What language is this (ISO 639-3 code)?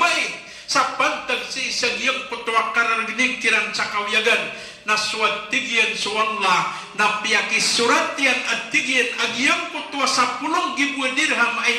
mrw